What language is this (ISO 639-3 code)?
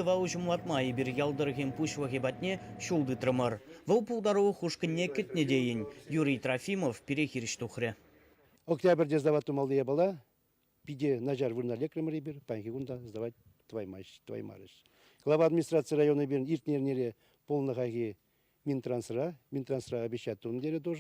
chv